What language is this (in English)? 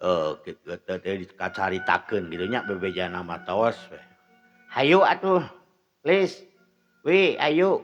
Sundanese